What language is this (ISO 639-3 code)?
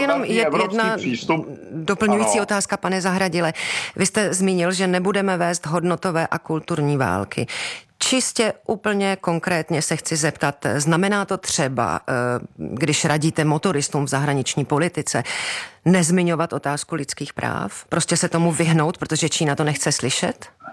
ces